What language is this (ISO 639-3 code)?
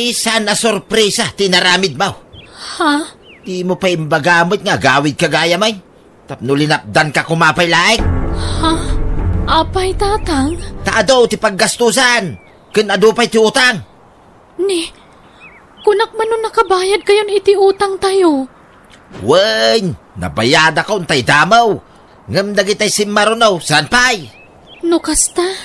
ilo